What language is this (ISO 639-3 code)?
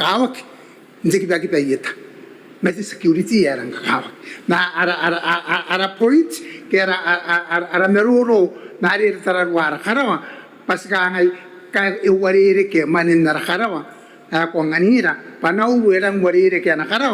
gil